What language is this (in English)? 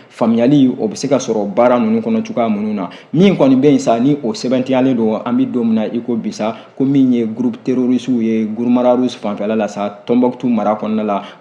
Bambara